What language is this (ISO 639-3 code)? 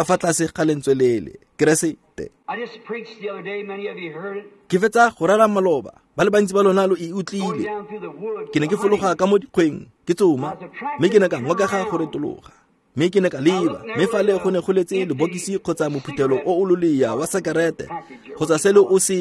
tsn